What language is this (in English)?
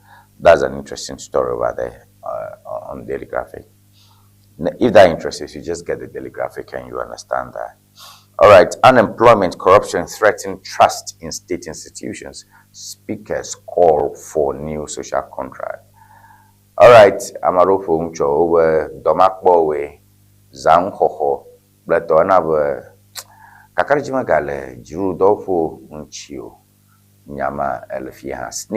Ewe